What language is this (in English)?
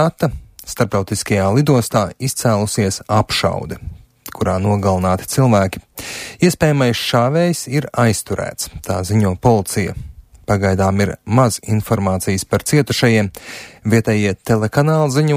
Latvian